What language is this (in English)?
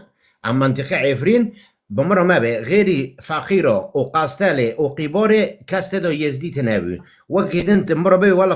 Kurdish